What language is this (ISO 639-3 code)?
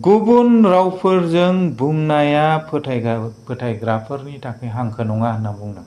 brx